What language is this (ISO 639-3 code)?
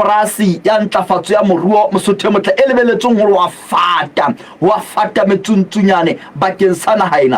sot